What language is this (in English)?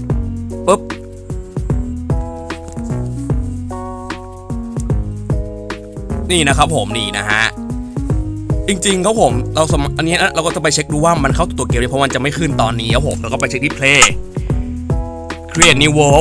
Thai